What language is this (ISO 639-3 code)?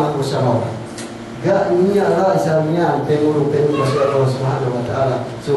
yka